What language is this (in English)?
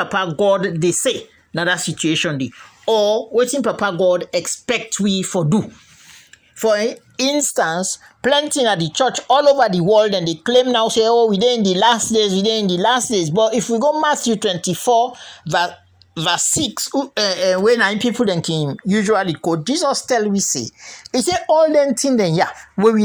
Krio